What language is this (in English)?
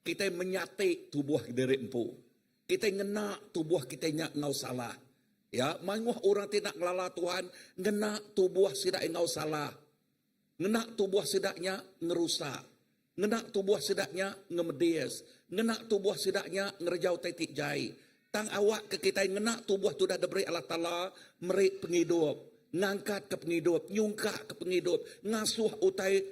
Iban